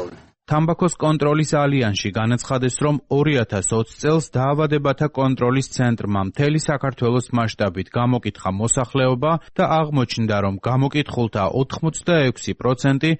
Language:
Georgian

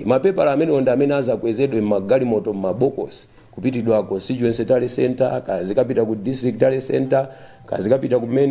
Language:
Nyanja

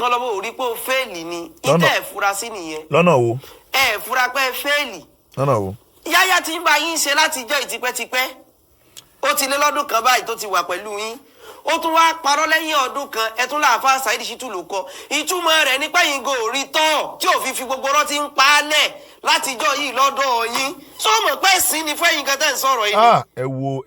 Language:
Yoruba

